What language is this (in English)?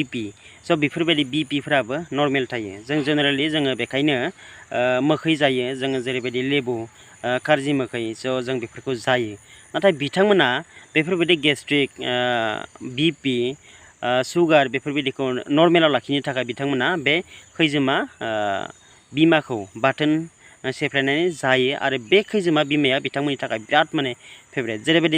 Bodo